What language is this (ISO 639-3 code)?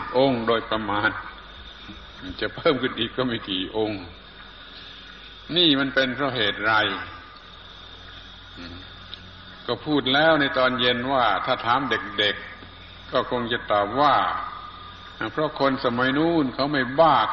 tha